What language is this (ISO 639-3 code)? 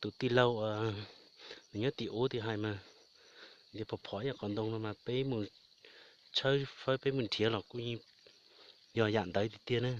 hmn